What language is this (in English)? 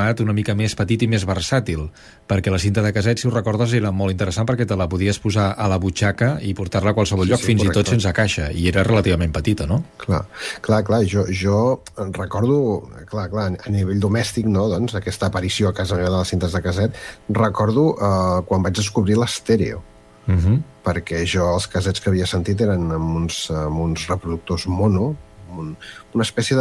Catalan